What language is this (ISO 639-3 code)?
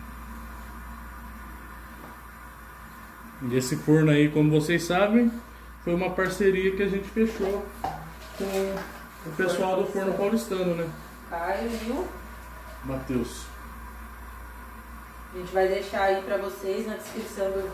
por